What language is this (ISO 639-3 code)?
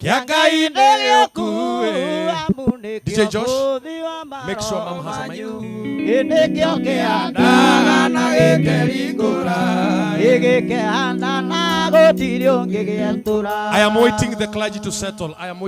kik